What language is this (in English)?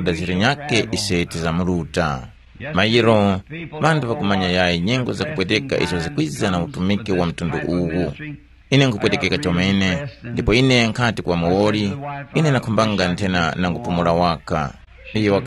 Tumbuka